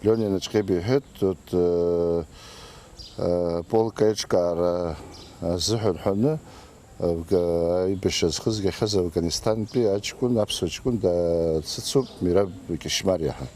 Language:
Abkhazian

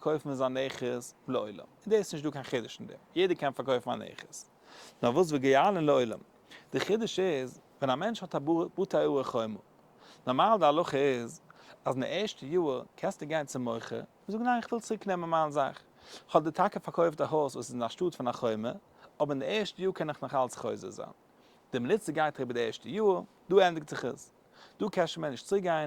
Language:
Yiddish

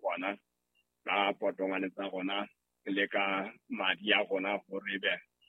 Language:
Southern Sotho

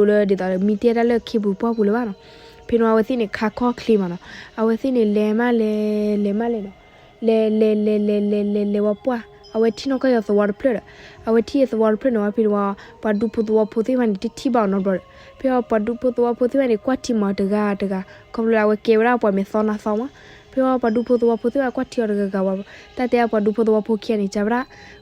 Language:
S'gaw Karen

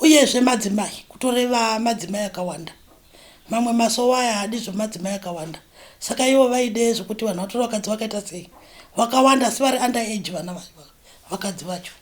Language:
Shona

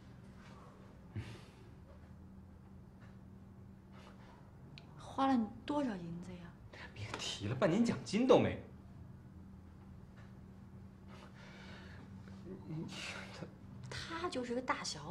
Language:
Chinese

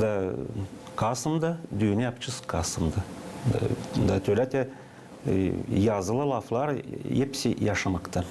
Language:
Gagauz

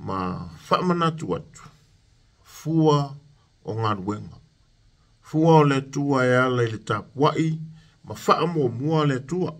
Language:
Samoan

